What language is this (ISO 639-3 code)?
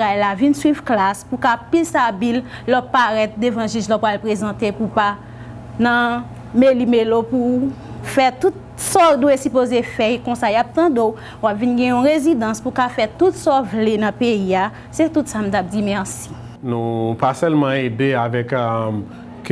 hat